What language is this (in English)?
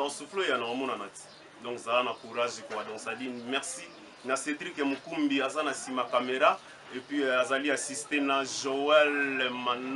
Lingala